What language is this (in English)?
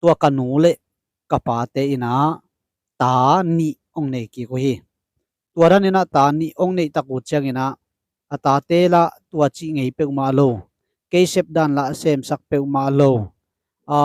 Tedim Chin